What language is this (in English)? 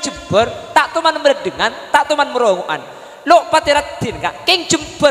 Madurese